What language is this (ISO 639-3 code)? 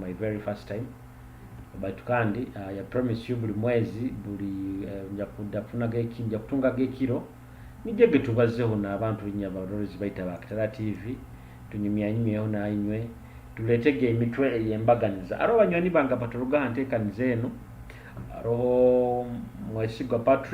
nyo